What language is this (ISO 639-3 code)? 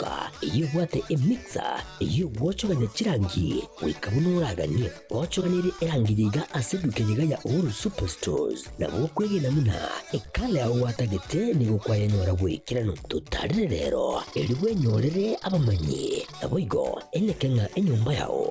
guz